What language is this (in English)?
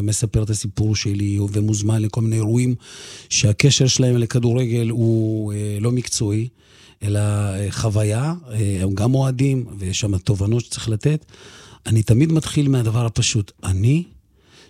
Hebrew